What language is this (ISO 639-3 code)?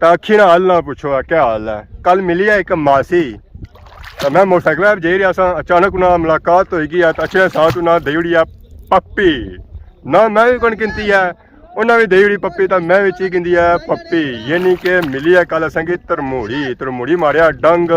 phr